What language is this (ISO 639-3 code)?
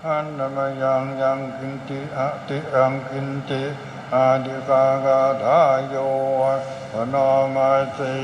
pli